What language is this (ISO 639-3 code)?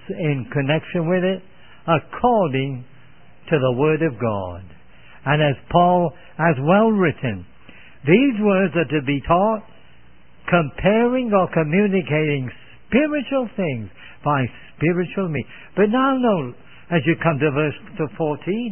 eng